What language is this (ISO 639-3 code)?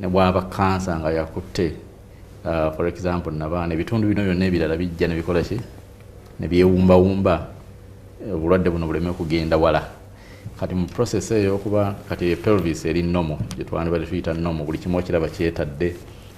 lug